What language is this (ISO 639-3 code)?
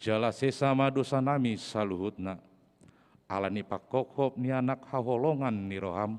bbc